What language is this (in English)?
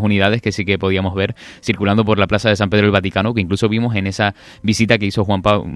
Spanish